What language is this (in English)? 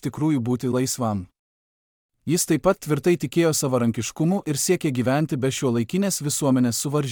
Lithuanian